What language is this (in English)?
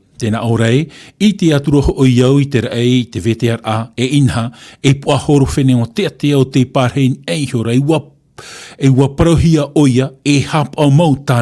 Tahitian